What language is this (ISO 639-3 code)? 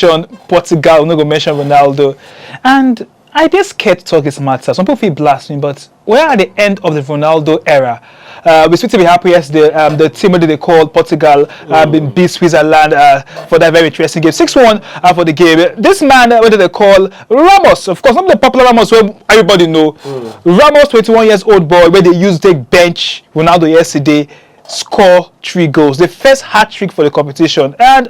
pcm